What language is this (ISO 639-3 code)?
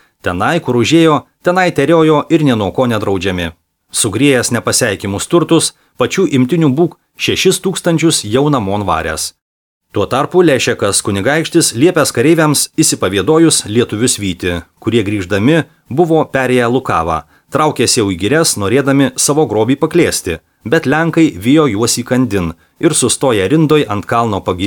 lit